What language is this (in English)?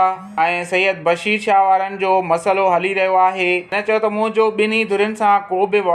Sindhi